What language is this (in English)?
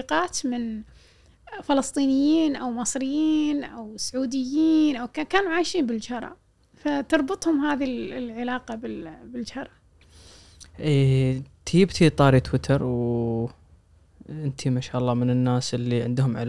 Gulf Arabic